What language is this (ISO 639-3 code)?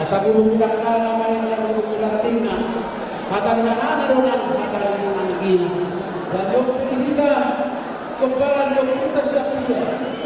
bbc